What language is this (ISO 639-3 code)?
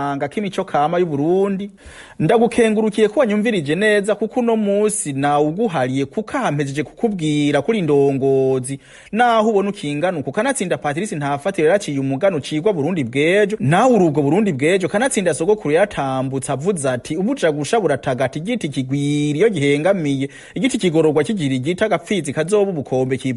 run